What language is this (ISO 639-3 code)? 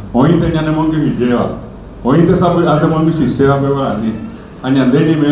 grn